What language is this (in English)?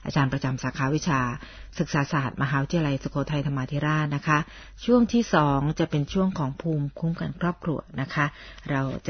Thai